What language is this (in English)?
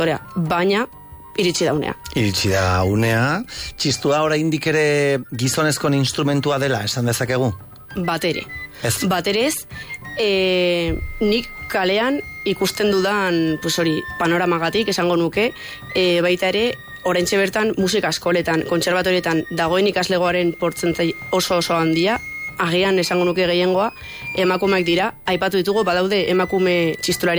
Basque